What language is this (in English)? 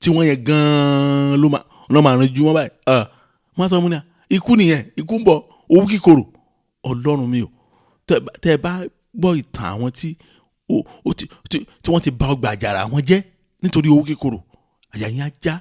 Yoruba